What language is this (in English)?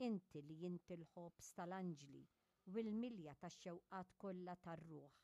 Maltese